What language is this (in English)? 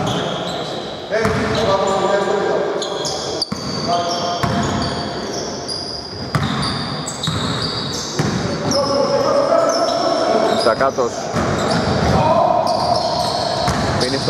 Greek